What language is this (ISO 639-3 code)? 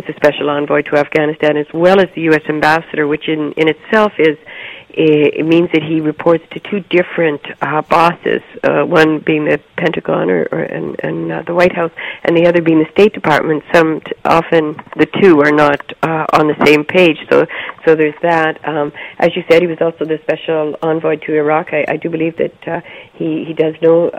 eng